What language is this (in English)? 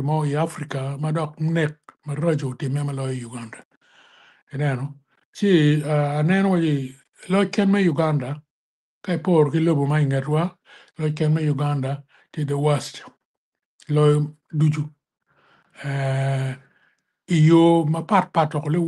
Acoli